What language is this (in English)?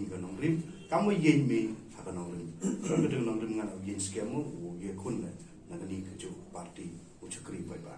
Pnar